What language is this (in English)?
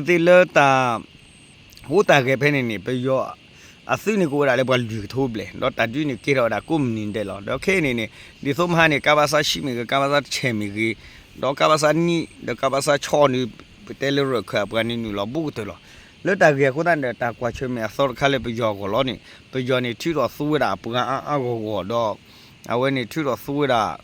S'gaw Karen